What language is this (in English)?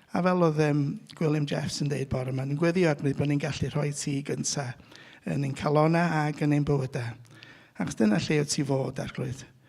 Welsh